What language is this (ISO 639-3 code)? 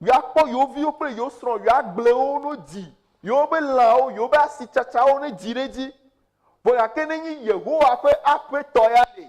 ewe